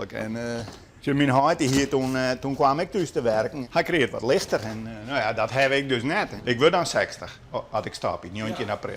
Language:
Western Frisian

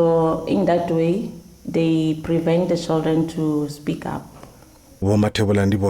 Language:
Venda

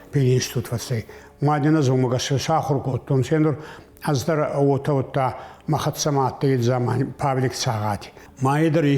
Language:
Ossetic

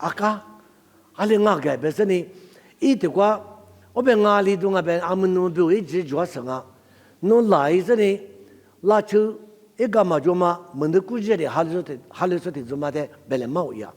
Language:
Lisu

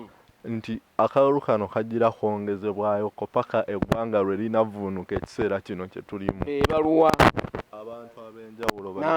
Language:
Ganda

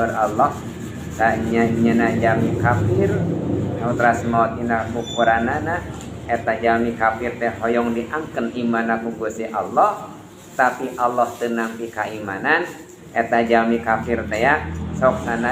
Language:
Sundanese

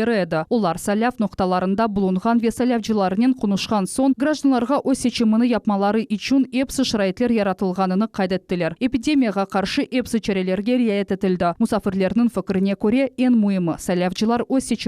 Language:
Crimean Tatar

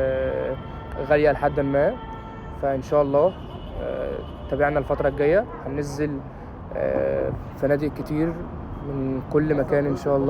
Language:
Egyptian Arabic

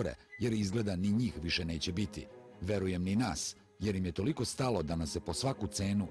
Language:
Serbian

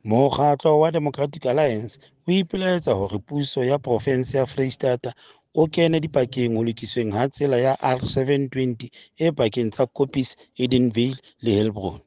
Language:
Southern Sotho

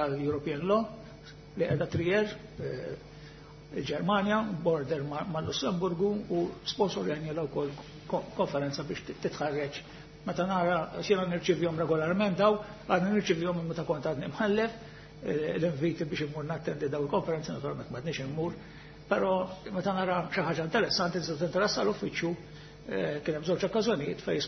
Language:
Maltese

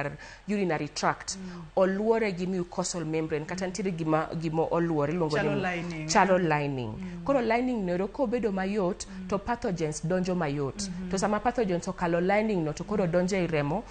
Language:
Luo (Kenya and Tanzania)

